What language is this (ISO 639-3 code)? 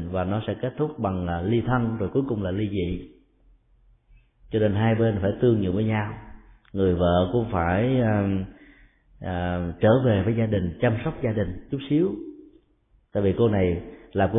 vie